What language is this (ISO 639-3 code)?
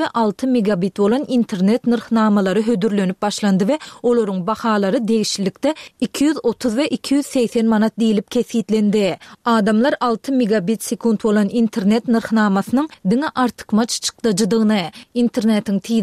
tuk